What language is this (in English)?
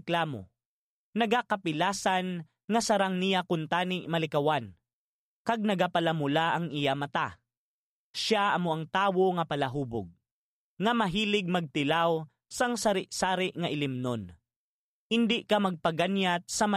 Hiligaynon